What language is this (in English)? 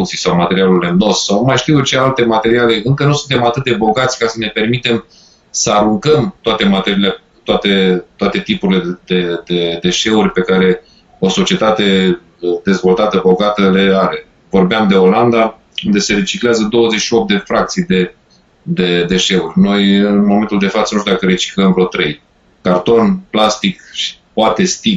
Romanian